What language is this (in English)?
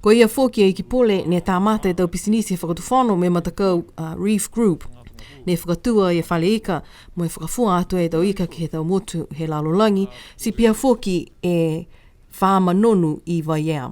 Niuean